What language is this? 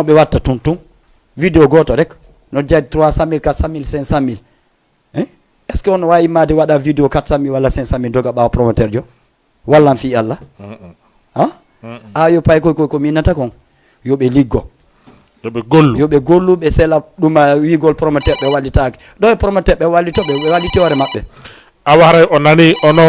Fula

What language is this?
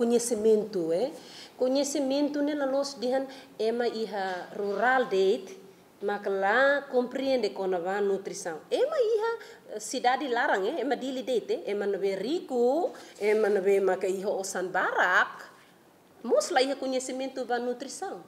Tetum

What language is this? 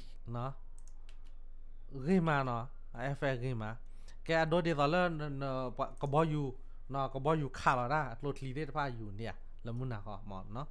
S'gaw Karen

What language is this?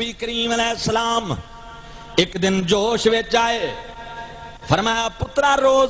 Saraiki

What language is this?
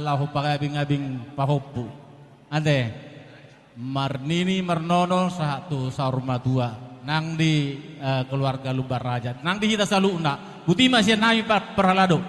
Batak Toba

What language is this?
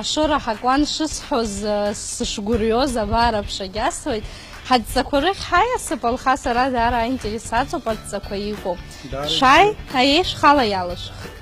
Abkhazian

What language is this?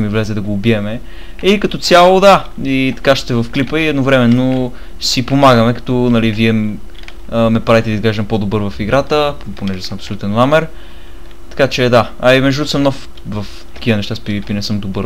Bulgarian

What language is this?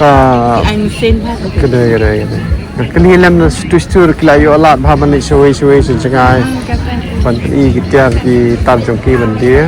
Khasi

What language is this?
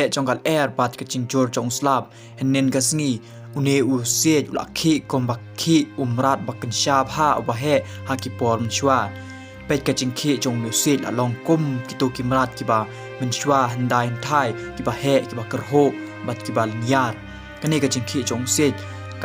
Khasi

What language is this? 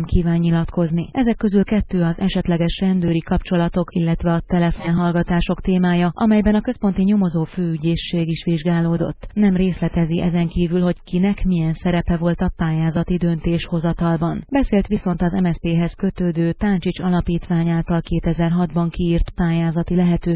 Hungarian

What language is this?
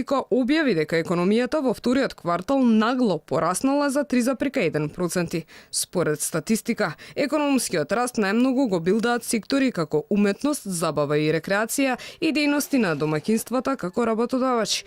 Macedonian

